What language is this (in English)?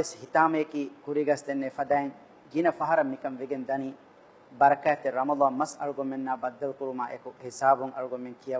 Divehi